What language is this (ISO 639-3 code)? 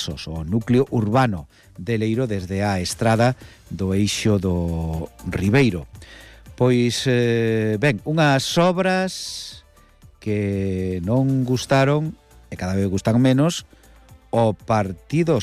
glg